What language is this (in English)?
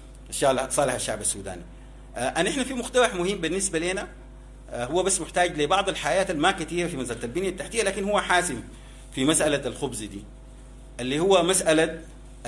Sudanese Arabic